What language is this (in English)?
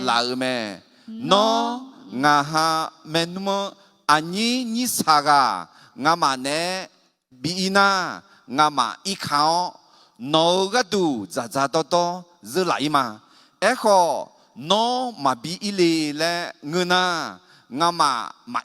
Akha